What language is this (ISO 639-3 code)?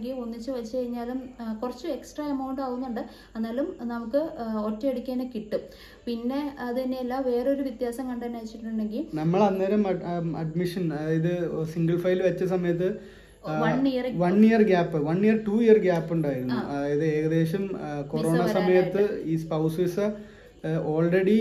mal